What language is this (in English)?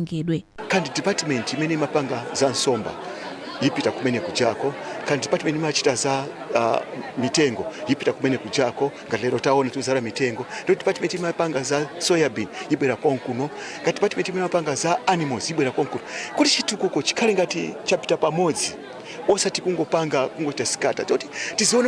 Nyanja